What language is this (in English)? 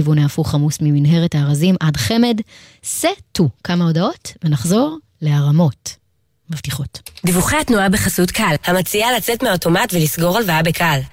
Hebrew